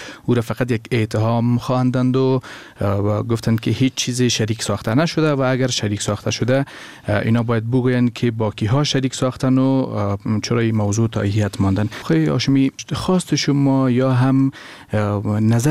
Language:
Persian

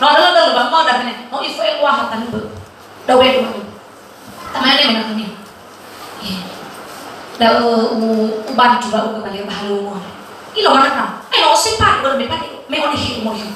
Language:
Nias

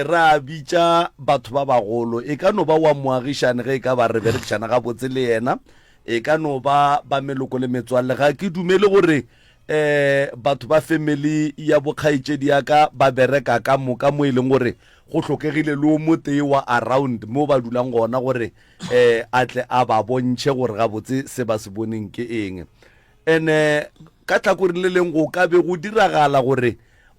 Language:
Northern Sotho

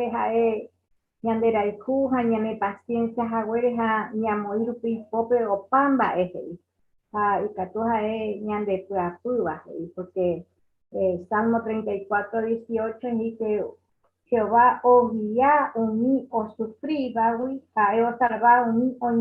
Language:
Guarani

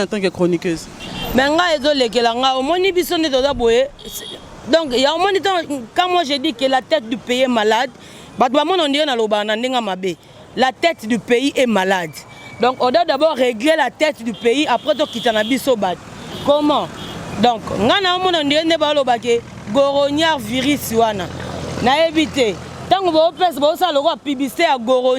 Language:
Lingala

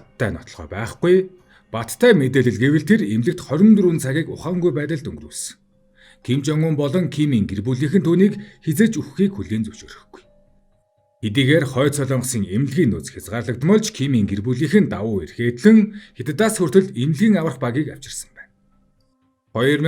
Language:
Mongolian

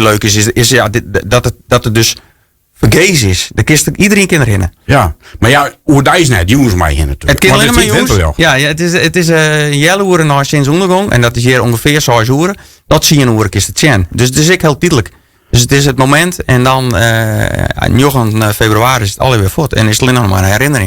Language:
Western Frisian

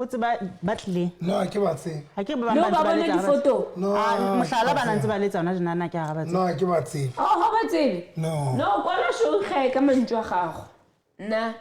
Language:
Southern Sotho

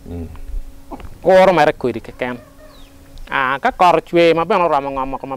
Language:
Acoli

